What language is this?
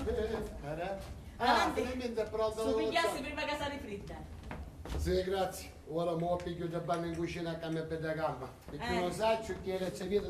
Sicilian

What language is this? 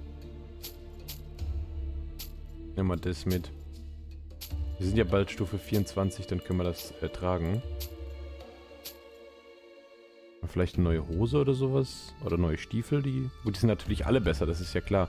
German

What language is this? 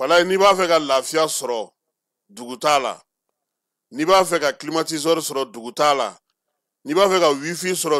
Bambara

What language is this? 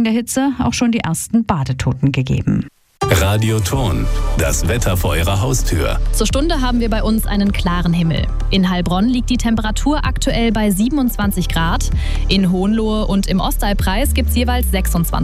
German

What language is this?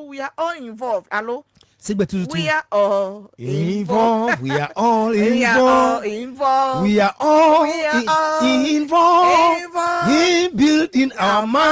Ewe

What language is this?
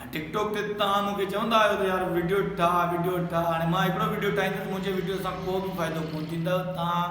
Sindhi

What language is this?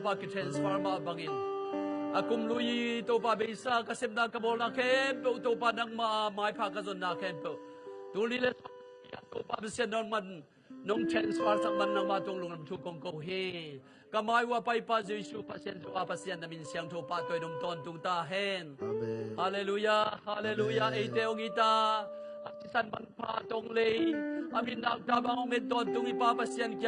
Tedim Chin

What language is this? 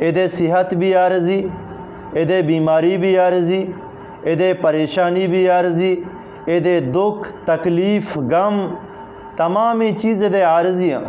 Eastern Balochi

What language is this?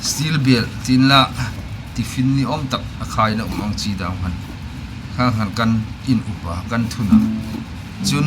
Hmar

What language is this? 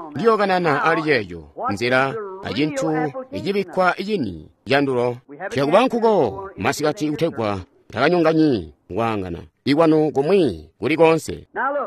Tonga (Zambia)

